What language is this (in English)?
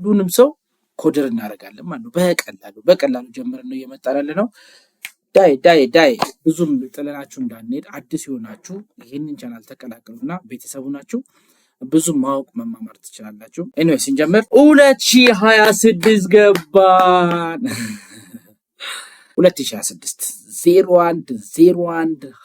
Amharic